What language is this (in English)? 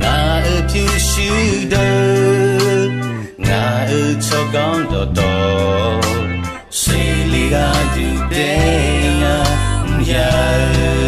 Akha